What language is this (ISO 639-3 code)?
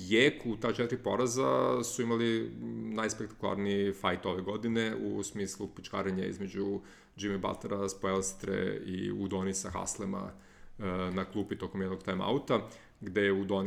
srp